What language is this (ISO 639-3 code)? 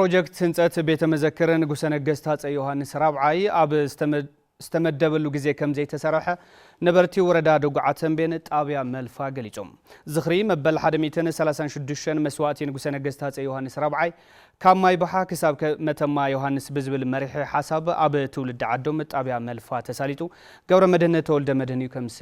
tir